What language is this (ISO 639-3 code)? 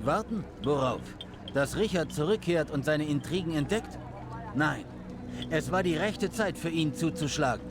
bar